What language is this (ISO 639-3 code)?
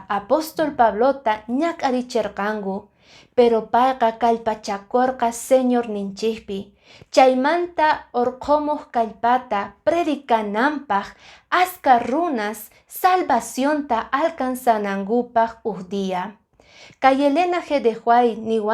que